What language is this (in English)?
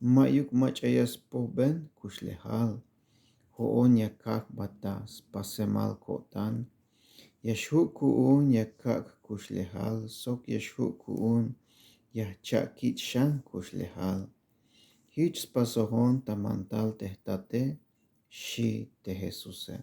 Tzeltal